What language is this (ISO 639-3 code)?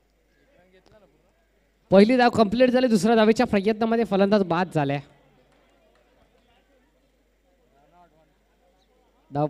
mar